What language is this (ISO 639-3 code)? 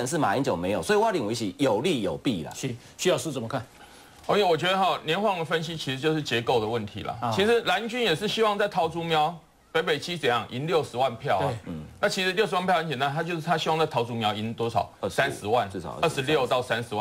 zho